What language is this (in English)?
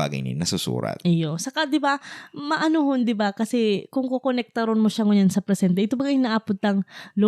Bikol